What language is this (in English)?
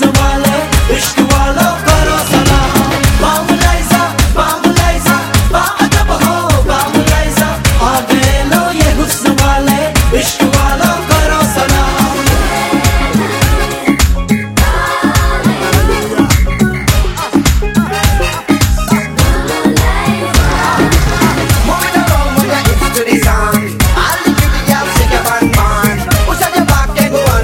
Hindi